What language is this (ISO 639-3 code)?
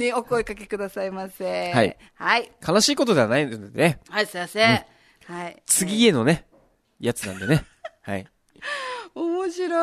jpn